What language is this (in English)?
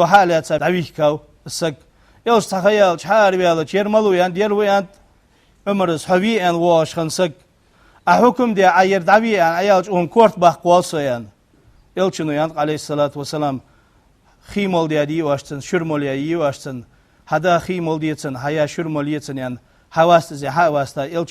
Ingush